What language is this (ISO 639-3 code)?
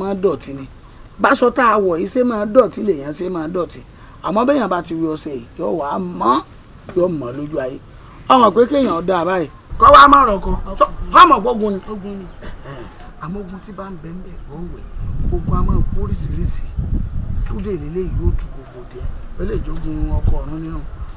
yor